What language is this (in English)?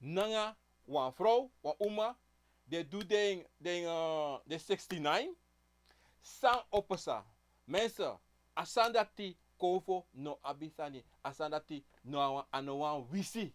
Sranan Tongo